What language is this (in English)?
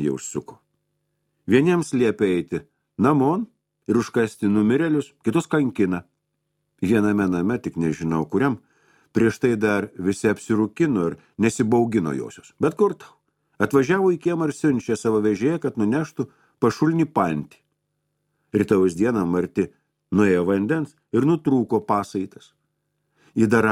Lithuanian